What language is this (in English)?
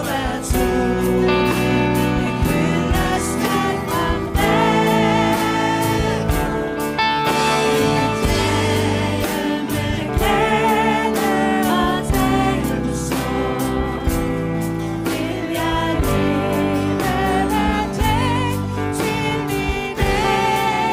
Danish